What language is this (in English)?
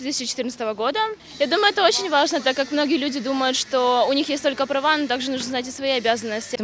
Crimean Tatar